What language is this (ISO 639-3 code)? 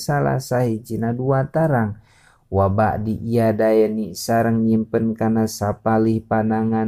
sun